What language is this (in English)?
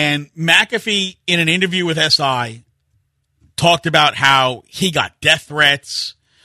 English